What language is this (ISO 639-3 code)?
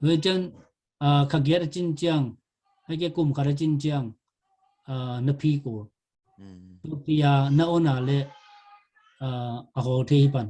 ctd